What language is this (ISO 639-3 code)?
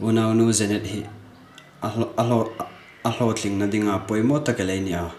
hmr